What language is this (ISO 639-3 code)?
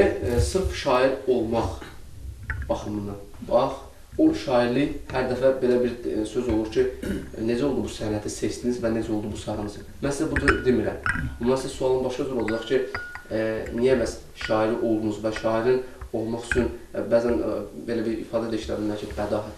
aze